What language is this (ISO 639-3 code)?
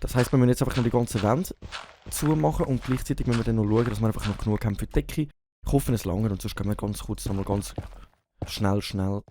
gsw